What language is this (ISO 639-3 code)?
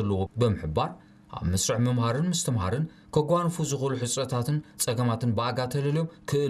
tir